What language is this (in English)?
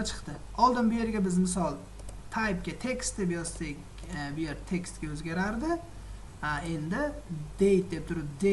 Uzbek